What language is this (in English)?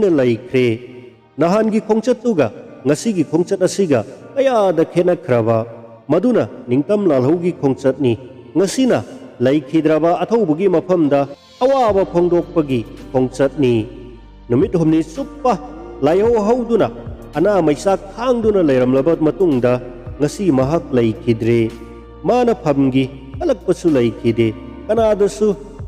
Manipuri